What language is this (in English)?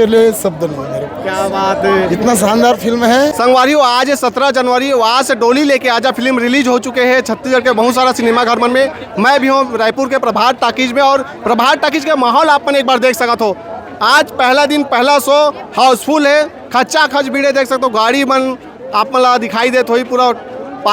Chhattisgarhi